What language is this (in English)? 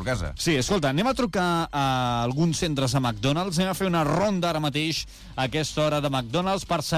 Catalan